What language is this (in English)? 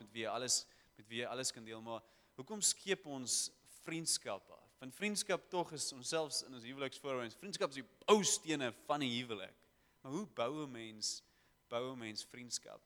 Afrikaans